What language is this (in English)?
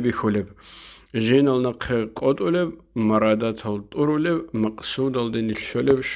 Avaric